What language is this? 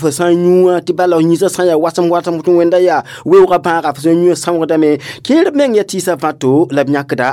Mossi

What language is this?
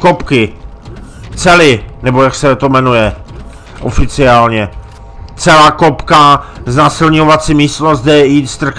Czech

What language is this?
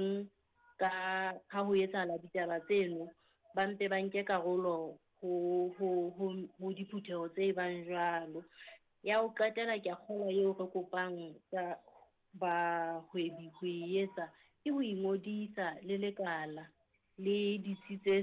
Southern Sotho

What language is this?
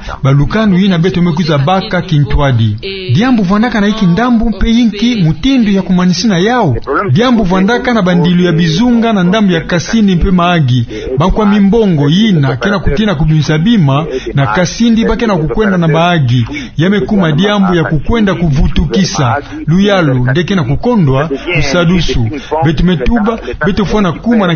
Kituba (Democratic Republic of Congo)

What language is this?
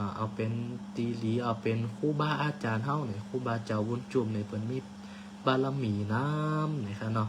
Shan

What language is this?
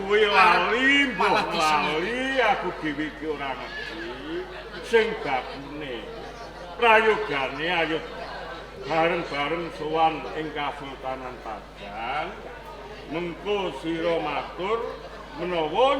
Javanese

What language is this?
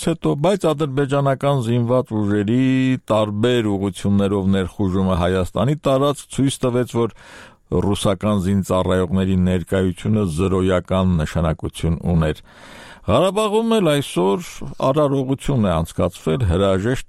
Armenian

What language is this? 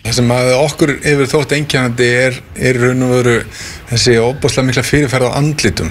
Icelandic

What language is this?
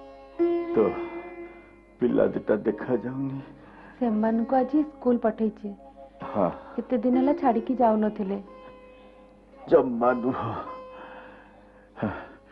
Odia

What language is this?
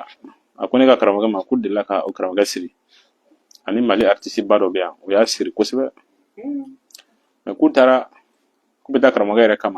Bambara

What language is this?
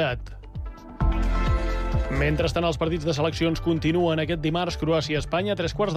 Catalan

